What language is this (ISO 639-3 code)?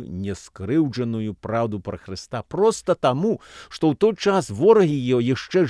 bel